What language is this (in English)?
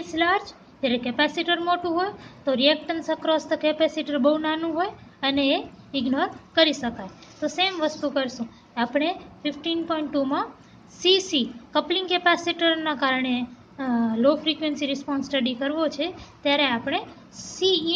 Gujarati